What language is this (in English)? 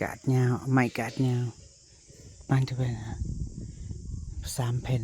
Northeastern Thai